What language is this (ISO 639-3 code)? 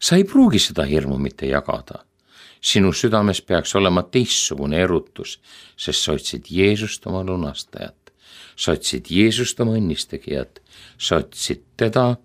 est